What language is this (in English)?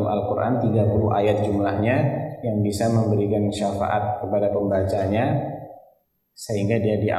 Indonesian